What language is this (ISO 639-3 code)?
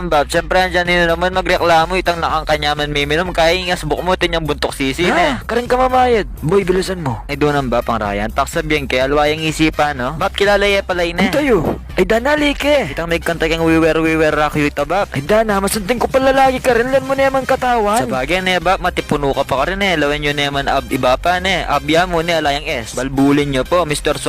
pam